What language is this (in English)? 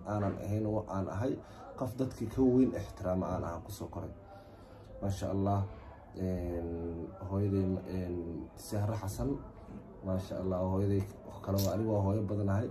Somali